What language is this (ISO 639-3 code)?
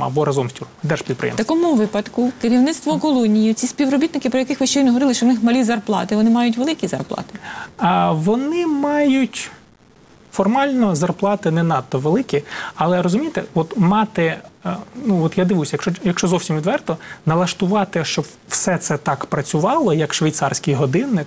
ukr